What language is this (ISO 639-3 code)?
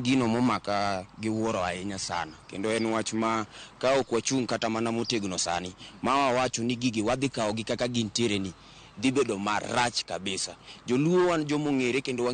luo